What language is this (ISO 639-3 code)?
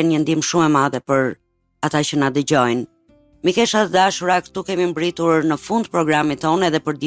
sqi